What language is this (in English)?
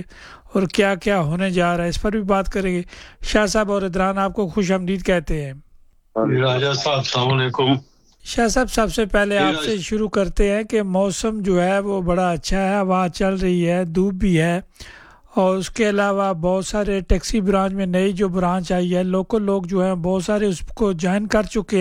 Urdu